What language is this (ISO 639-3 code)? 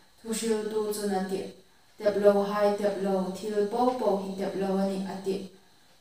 hmr